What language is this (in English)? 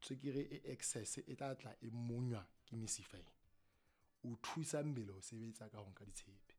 Southern Sotho